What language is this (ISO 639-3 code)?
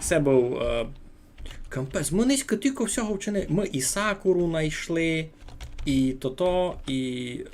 rue